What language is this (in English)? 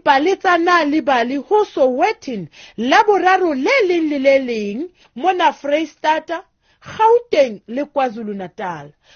Southern Sotho